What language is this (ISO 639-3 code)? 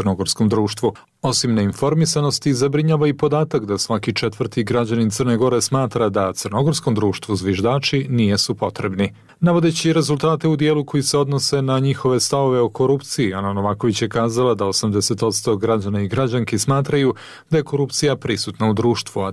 srp